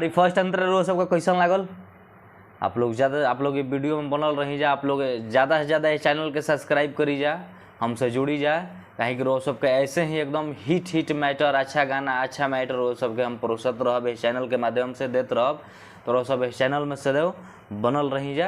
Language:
Bhojpuri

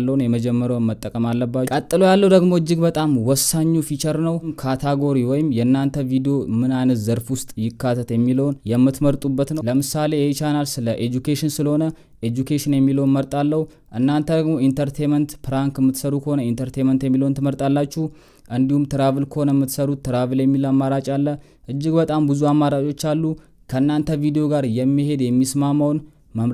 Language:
Amharic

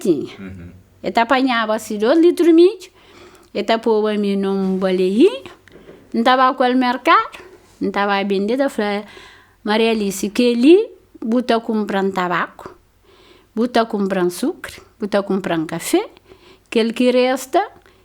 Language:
Kabuverdianu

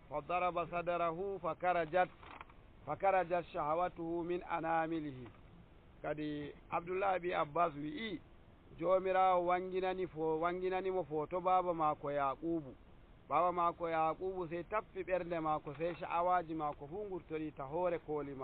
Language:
Nigerian Fulfulde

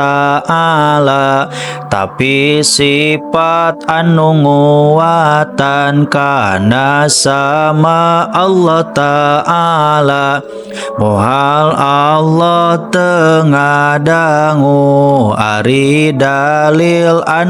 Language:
Sundanese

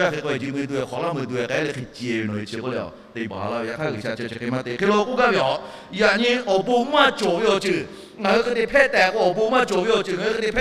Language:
Lahu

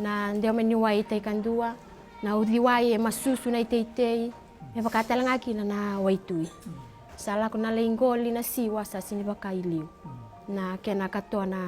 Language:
Fijian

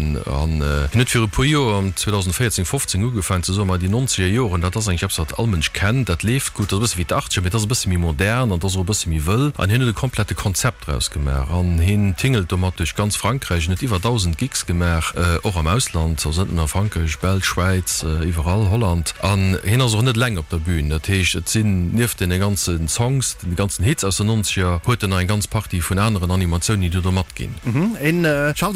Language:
Luxembourgish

